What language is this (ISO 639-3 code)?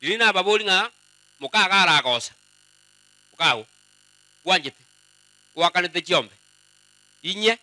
guz